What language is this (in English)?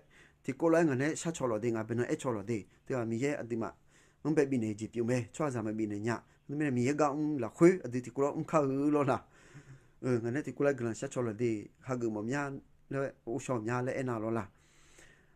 Akha